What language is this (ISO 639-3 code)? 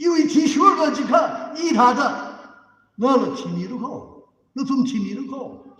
nmf